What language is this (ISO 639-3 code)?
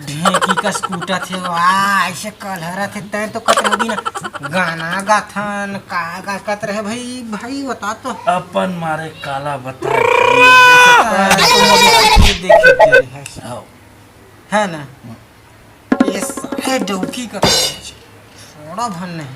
hne